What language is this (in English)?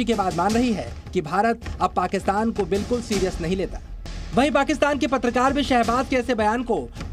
Hindi